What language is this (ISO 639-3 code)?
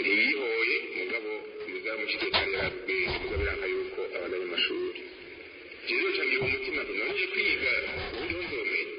run